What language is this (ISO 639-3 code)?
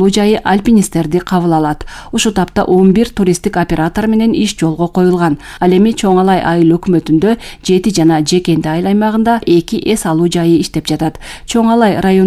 kir